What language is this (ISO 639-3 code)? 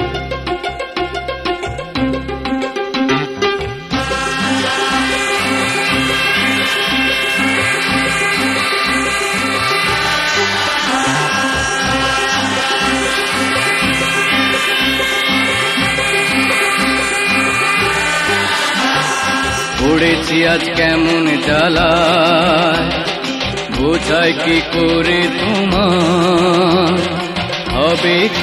ben